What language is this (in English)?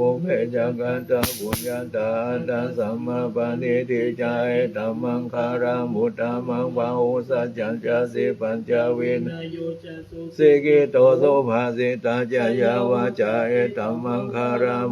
Pali